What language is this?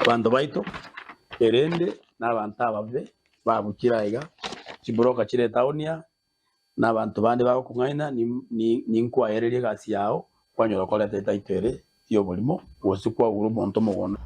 Gusii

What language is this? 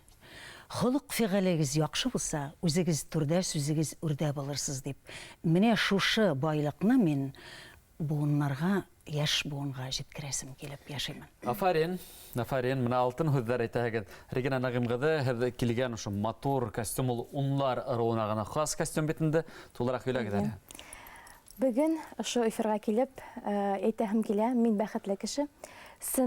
Bashkir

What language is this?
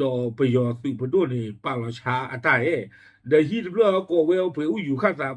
S'gaw Karen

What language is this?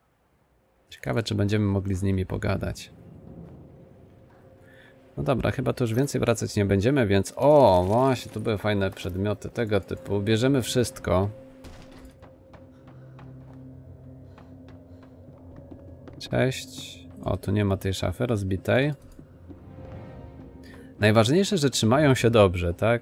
Polish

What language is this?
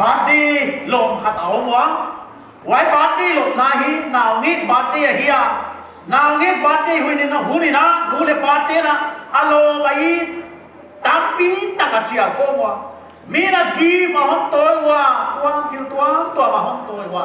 Paite Chin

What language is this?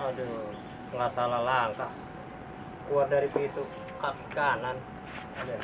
Betawi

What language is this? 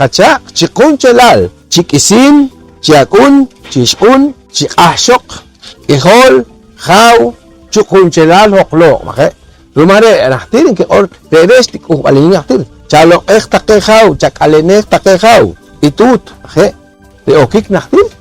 Poqomchi'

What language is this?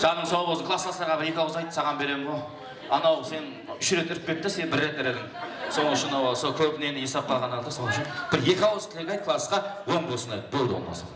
Kara-Kalpak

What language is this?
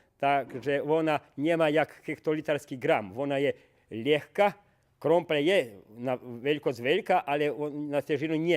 Rusyn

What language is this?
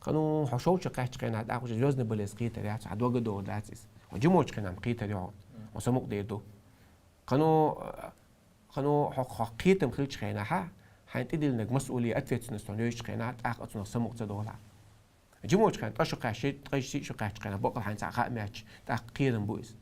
Chechen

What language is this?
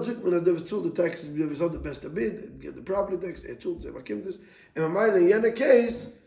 Yiddish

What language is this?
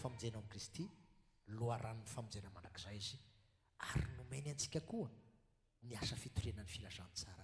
Malagasy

